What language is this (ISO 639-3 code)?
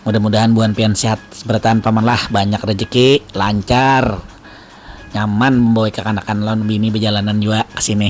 bjn